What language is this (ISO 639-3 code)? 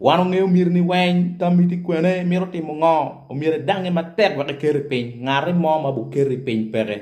ach